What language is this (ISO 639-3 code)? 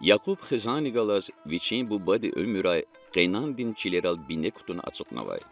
lez